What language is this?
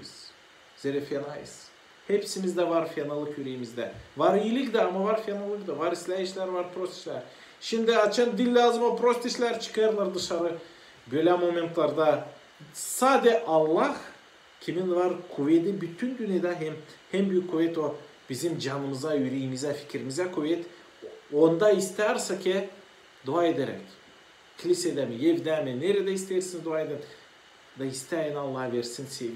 Gagauz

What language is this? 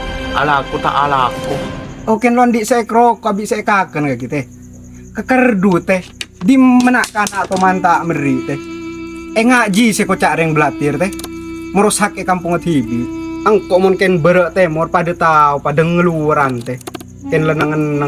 Madurese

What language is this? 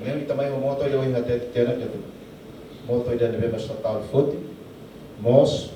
Tetum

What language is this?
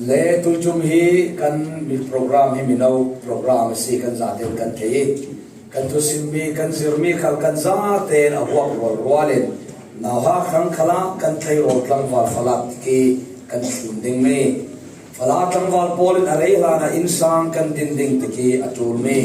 Falam Chin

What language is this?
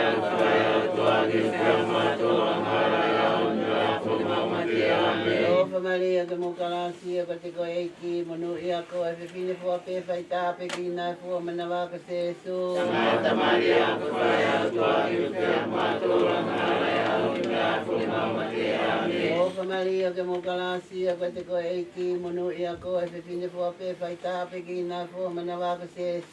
Tongan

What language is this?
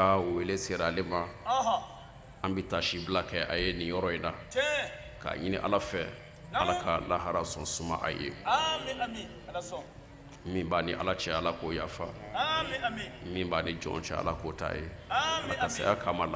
Bambara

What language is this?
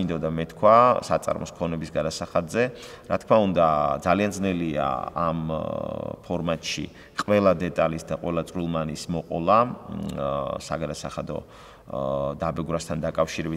Georgian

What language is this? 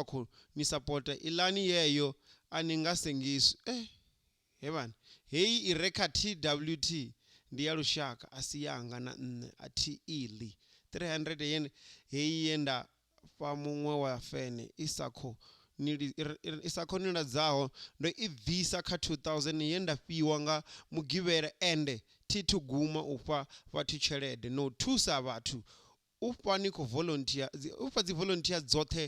Venda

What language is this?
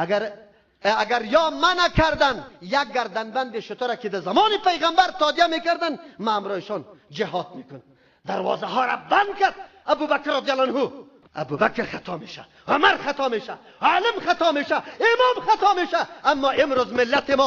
Persian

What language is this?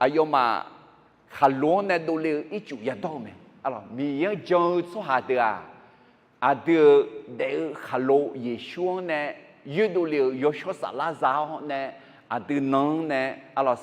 Akha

